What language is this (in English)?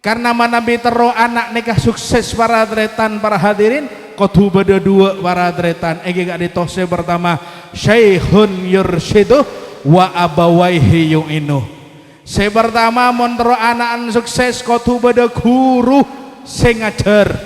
Madurese